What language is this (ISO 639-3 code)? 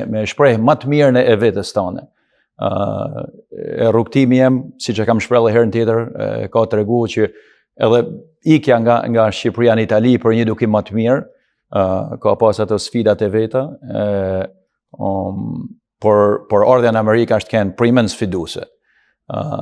sqi